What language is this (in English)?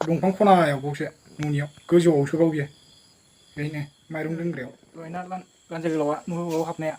Bodo